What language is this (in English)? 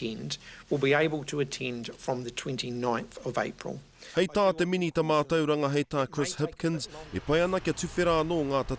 Māori